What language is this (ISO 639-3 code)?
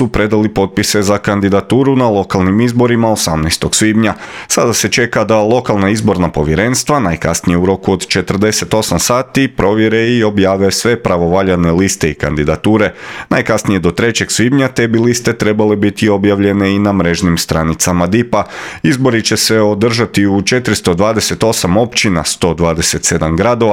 hrv